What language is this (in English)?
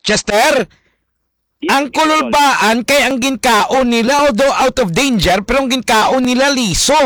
Hiligaynon